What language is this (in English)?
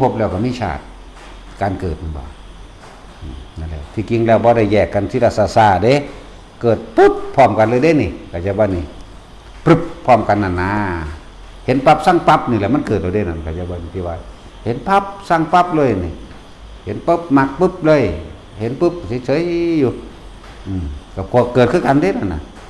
Northeastern Thai